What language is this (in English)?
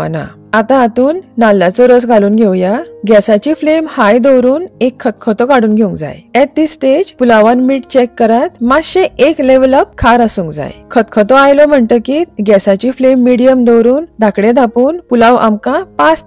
Konkani